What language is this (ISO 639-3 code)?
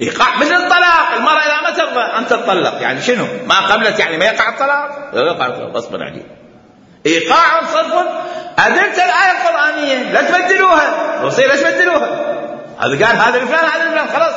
acm